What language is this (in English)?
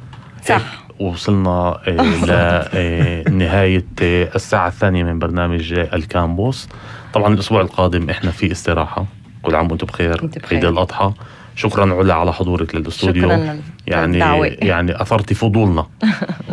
North Levantine Arabic